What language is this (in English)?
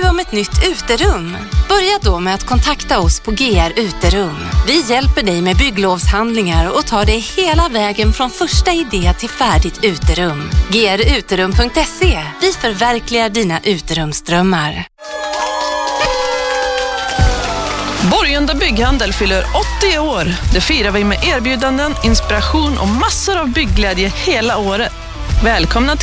Swedish